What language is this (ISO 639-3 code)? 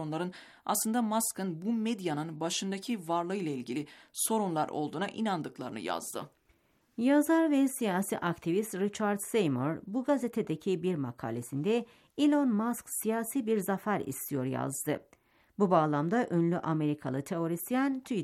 tur